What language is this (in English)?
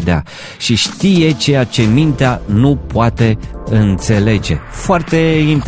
Romanian